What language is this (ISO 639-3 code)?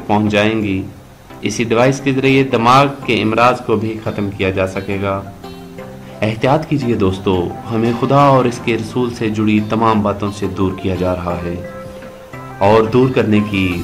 urd